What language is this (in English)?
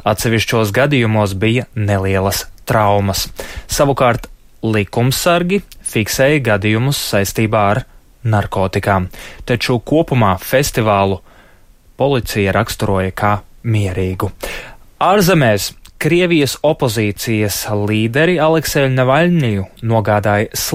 Latvian